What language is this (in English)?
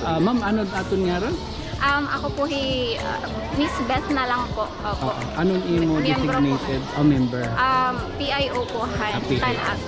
Waray